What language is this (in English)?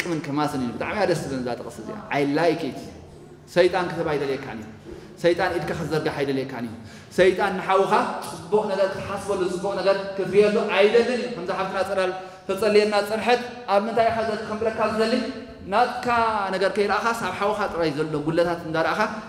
Tigrinya